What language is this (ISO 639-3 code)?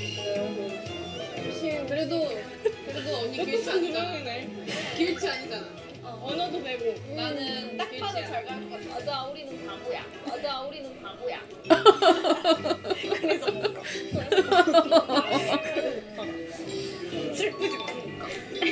kor